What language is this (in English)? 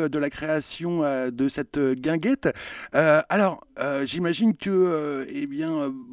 French